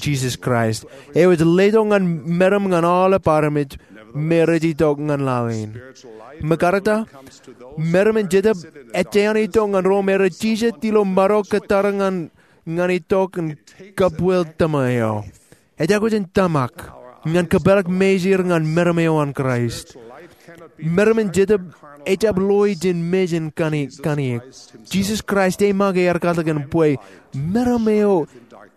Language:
Marshallese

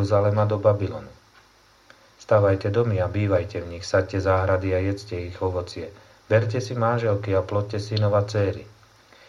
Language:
Slovak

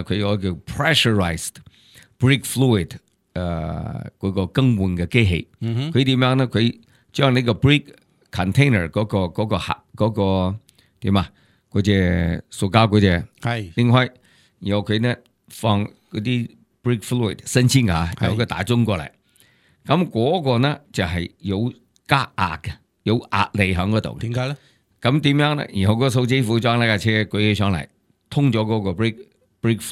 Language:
Cantonese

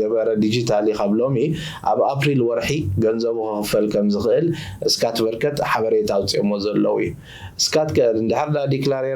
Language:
Tigrinya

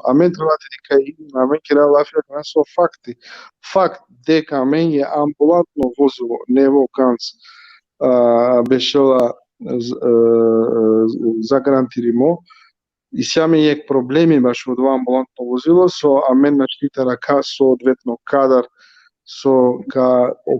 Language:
Balkan Romani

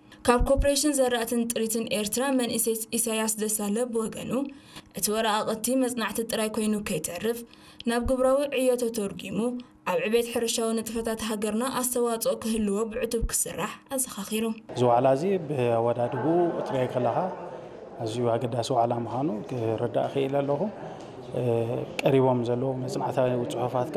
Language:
Tigrinya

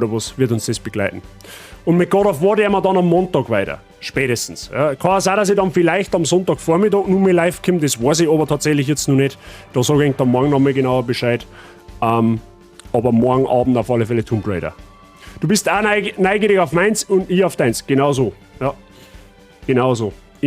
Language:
Bavarian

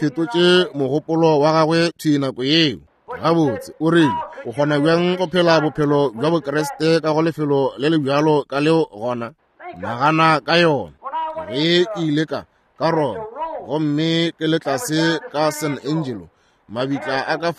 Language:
Northern Sotho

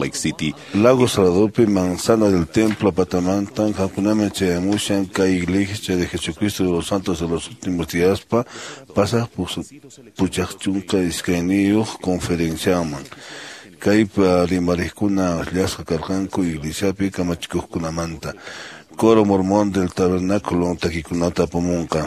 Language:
Quechua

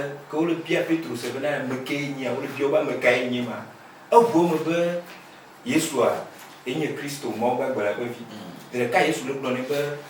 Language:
Ewe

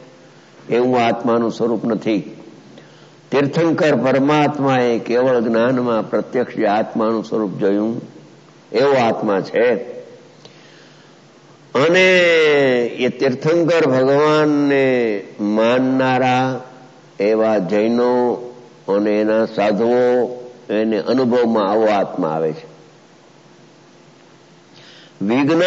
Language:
Gujarati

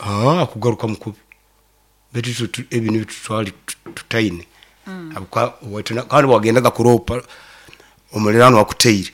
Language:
Nyoro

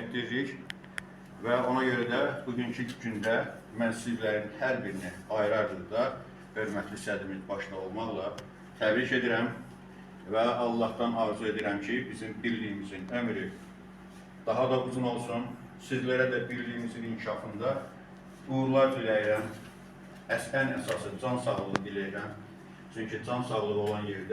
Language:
Azerbaijani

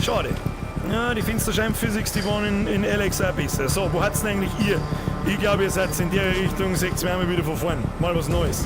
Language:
Bavarian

